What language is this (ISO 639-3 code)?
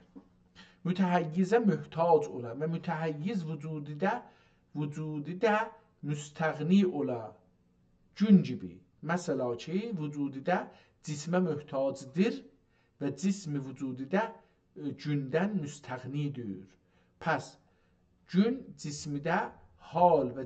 azb